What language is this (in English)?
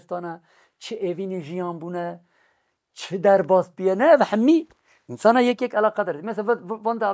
Kurdish